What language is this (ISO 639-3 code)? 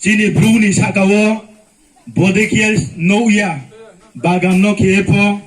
ria